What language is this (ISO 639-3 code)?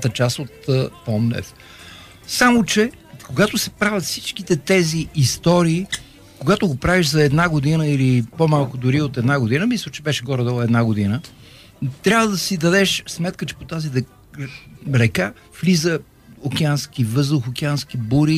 bul